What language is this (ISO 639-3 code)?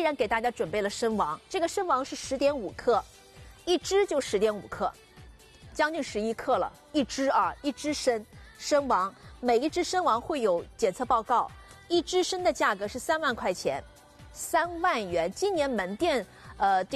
zho